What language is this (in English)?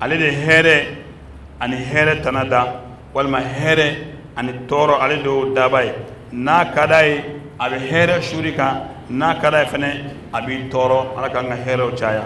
Bambara